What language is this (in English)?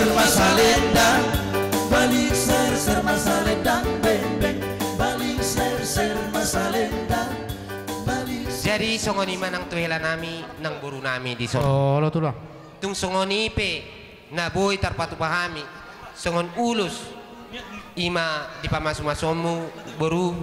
Batak Toba